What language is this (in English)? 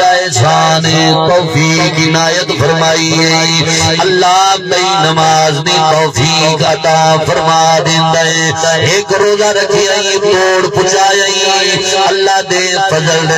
Saraiki